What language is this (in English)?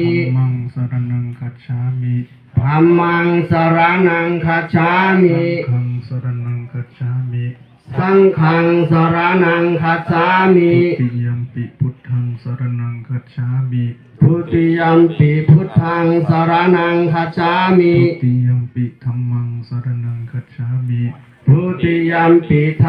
Pali